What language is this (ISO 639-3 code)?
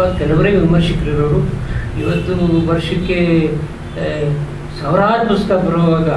kan